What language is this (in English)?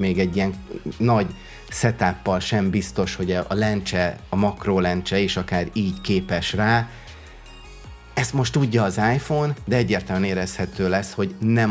Hungarian